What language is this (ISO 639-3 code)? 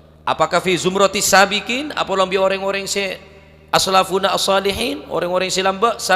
mad